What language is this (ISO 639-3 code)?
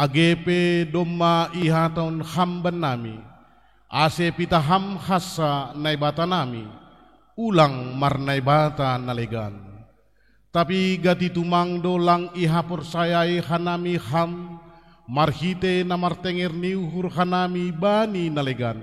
bts